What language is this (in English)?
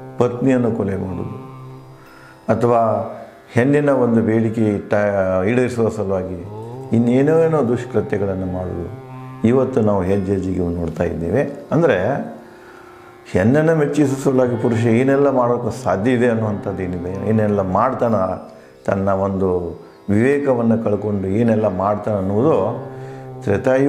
Kannada